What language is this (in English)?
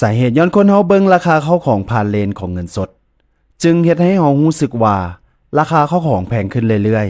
Lao